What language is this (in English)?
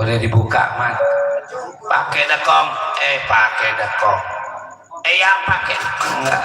Betawi